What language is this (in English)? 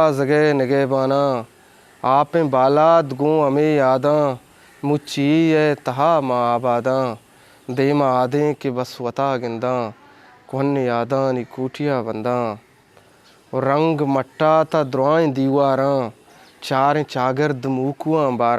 Eastern Balochi